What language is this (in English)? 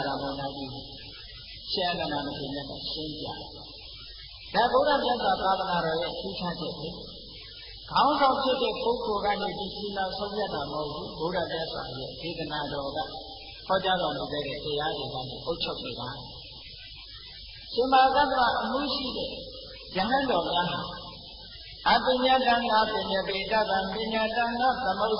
Burmese